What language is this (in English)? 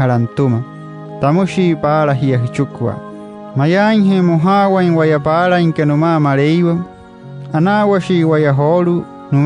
Wayuu